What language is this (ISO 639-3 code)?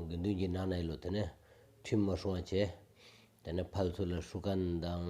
sbu